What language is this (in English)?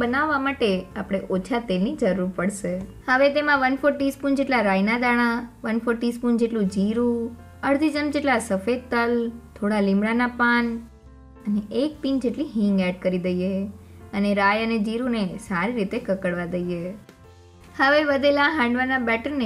Gujarati